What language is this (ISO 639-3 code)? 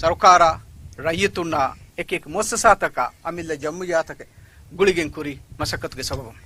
div